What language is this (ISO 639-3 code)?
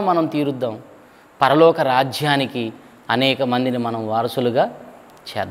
tel